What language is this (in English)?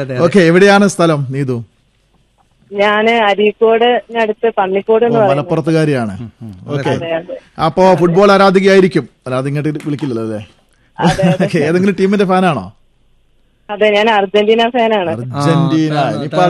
Malayalam